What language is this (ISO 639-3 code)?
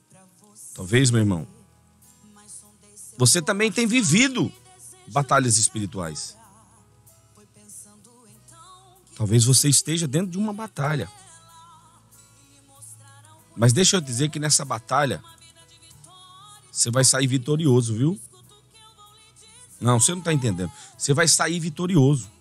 por